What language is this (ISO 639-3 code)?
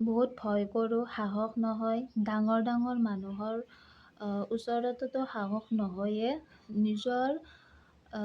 asm